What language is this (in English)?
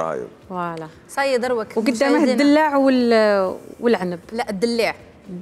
Algerian Arabic